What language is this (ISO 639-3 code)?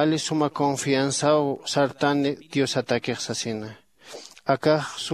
aym